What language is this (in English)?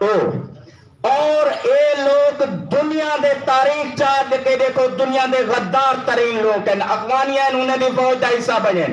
Saraiki